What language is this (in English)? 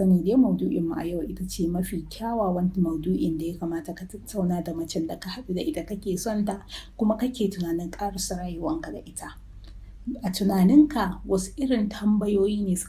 Hausa